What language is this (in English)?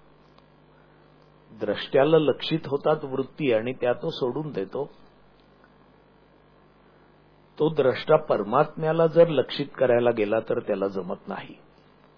Marathi